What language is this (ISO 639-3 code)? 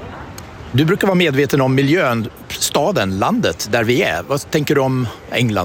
swe